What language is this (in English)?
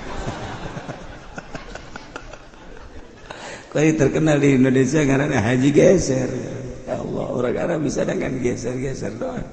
Sundanese